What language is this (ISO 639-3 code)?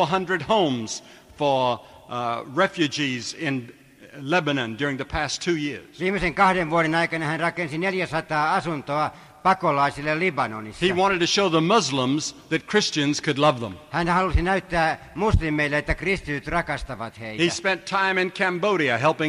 fin